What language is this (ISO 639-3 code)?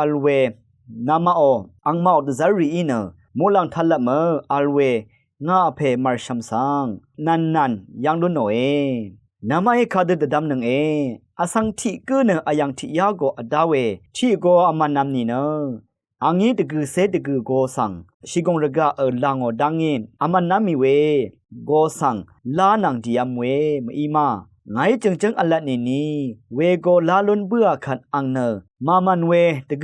raw